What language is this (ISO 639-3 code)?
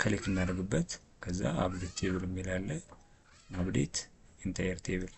amh